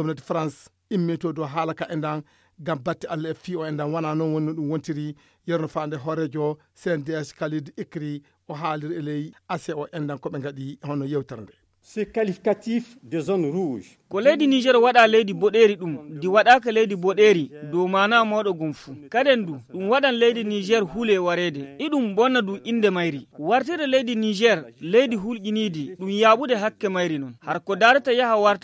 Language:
Fula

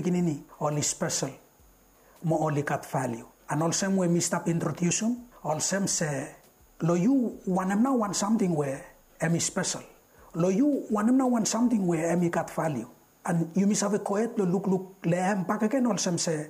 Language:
Bislama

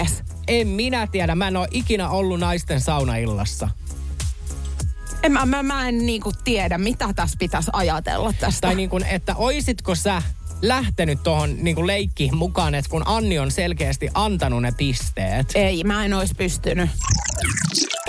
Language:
Finnish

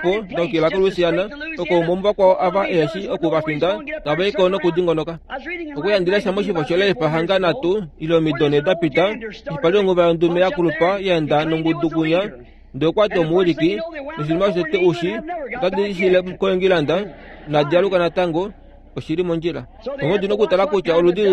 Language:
Kuanyama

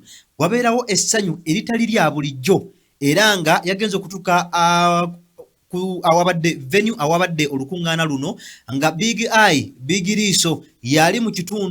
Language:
Ganda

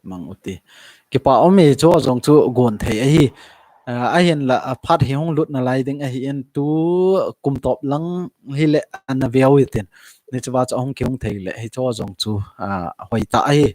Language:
Thado Chin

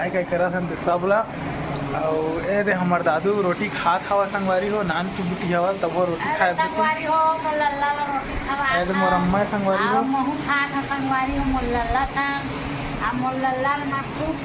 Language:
Chhattisgarhi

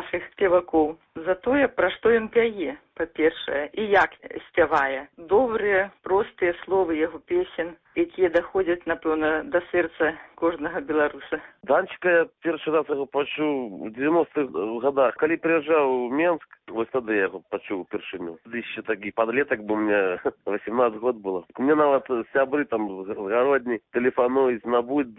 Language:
Belarusian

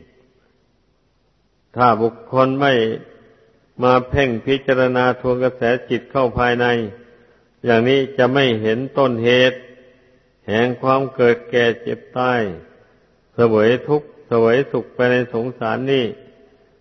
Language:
Thai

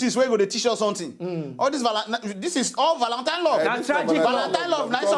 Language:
Nigerian Pidgin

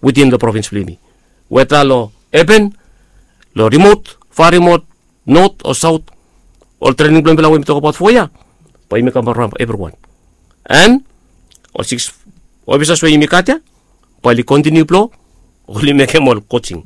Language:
Bislama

